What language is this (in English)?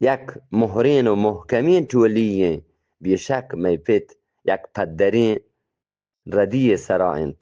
Eastern Balochi